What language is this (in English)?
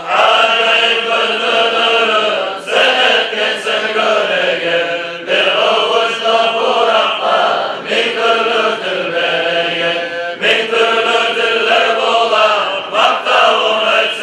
Kumyk